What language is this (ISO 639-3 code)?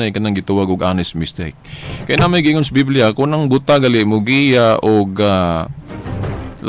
ceb